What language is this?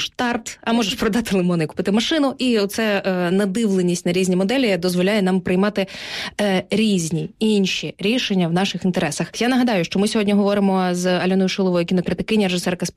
Ukrainian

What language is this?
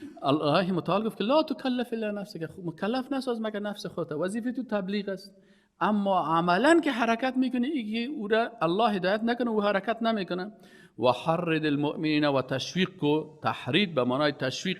Persian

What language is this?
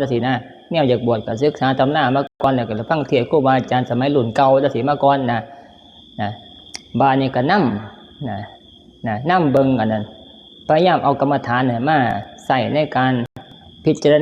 Northeastern Thai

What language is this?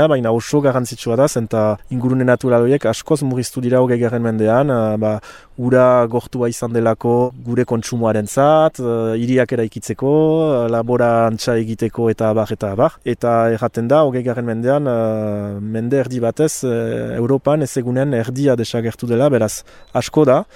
Basque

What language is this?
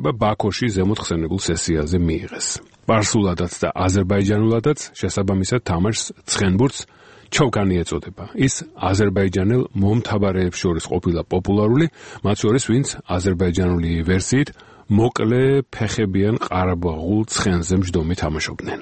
Georgian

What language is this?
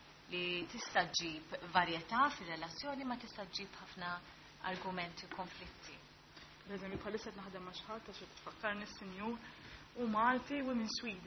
Maltese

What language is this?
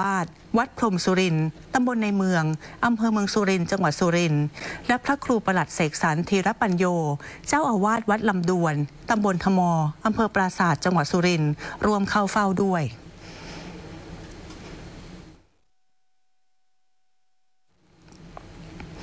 Thai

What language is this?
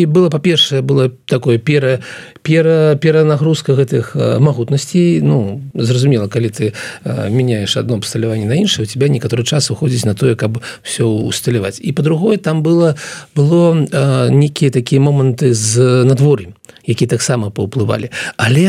Belarusian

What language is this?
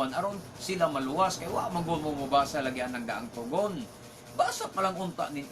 Cebuano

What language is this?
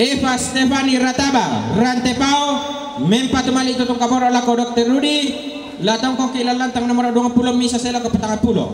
Toraja-Sa'dan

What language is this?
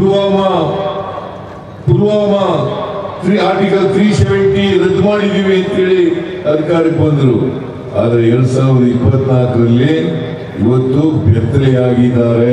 Kannada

